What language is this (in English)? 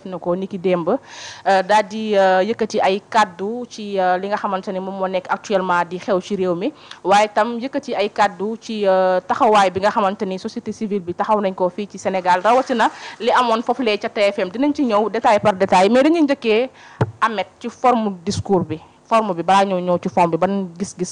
Wolof